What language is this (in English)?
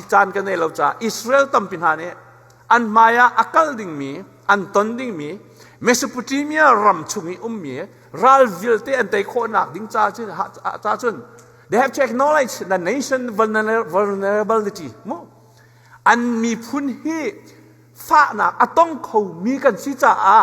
Hakha Chin